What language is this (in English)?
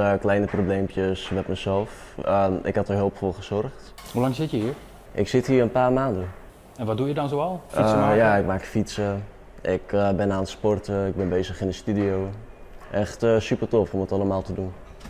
Western Frisian